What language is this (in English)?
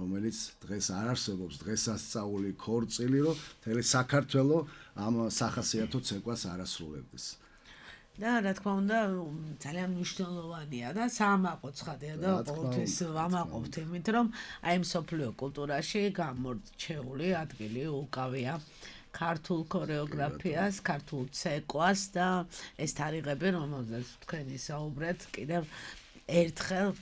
Georgian